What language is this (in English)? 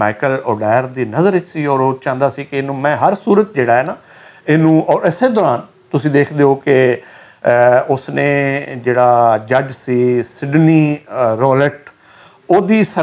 Western Panjabi